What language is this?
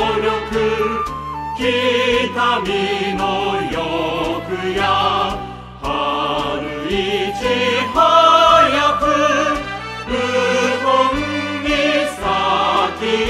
Japanese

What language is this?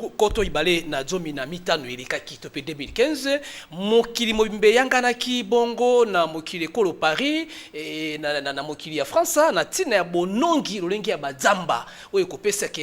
Lingala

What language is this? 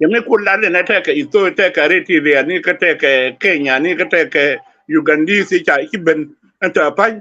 Nuer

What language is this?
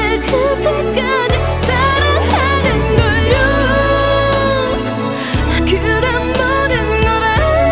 Korean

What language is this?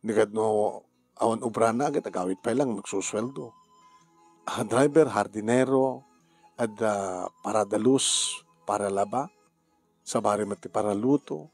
Iloko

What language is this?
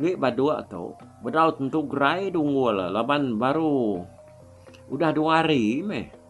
Iban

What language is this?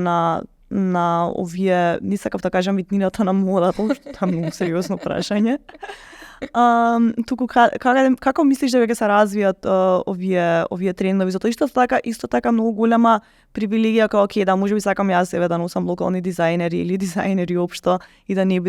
Macedonian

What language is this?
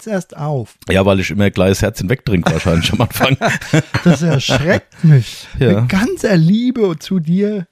German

